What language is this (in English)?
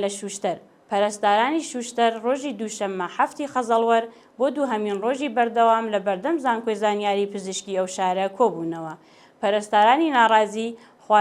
Central Kurdish